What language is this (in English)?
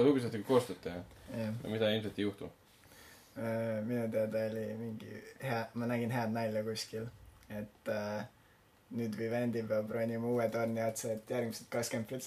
Estonian